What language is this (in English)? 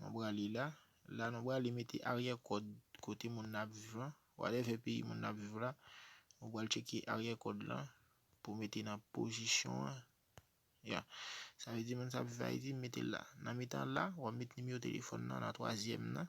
Haitian Creole